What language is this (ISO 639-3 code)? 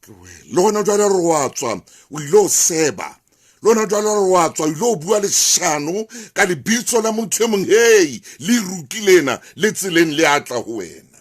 sot